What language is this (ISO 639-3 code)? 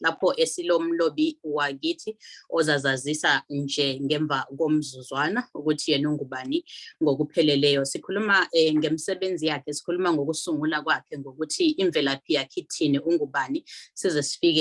zul